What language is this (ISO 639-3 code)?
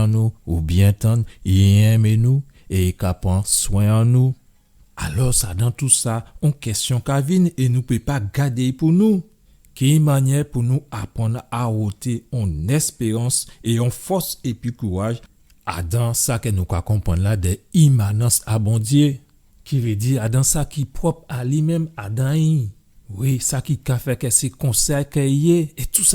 gcf